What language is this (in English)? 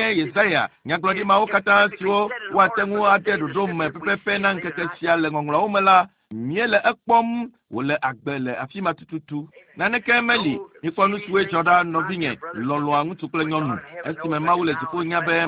Ewe